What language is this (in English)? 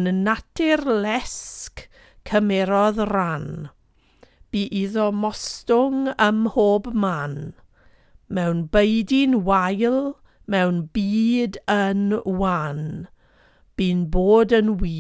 Welsh